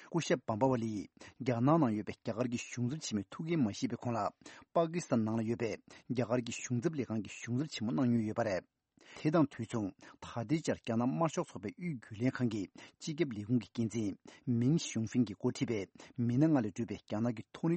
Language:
Tibetan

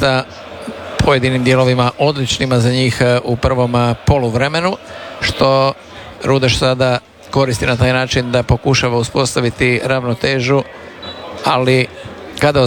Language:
Croatian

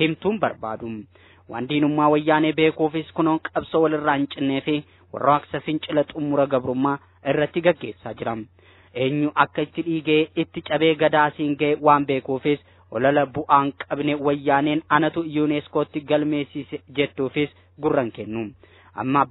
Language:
Oromo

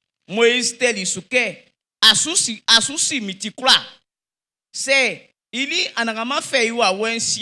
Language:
Baoulé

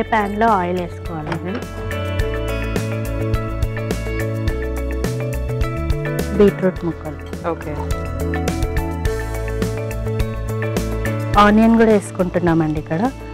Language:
Telugu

